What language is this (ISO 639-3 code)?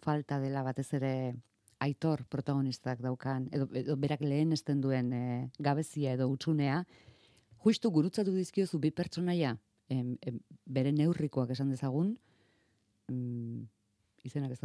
eus